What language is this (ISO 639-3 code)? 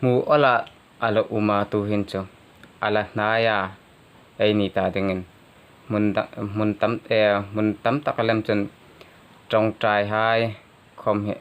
hmr